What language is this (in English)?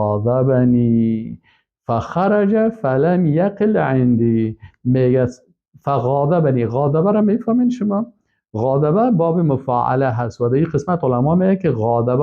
Persian